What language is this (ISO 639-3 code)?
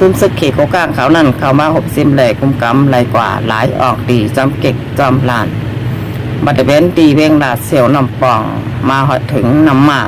shn